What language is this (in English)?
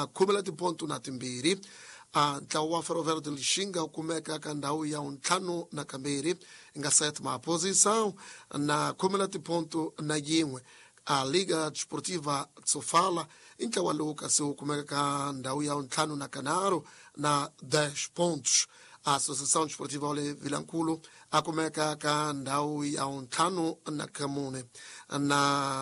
Tsonga